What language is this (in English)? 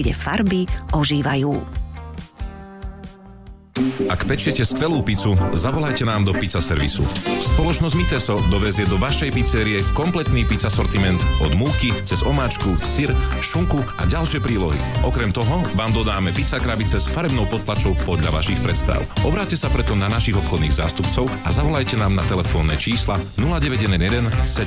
Slovak